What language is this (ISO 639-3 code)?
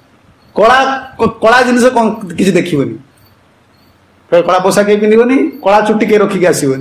ori